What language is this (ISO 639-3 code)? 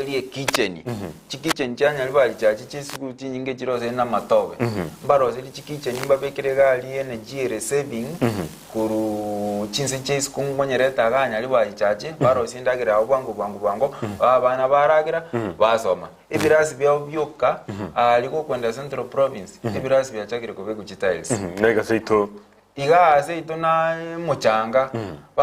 guz